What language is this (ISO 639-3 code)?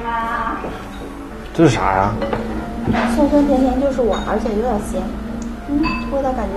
zho